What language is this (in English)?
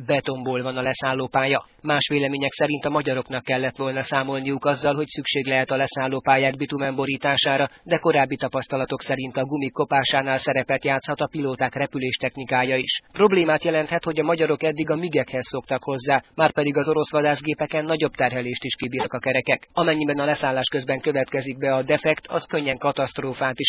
Hungarian